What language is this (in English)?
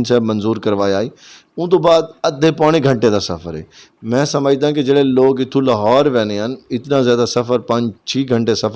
Saraiki